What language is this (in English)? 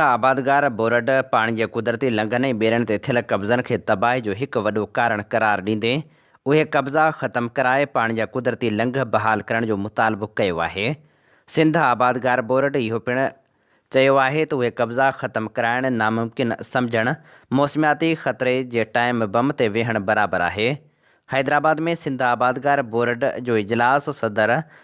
Sindhi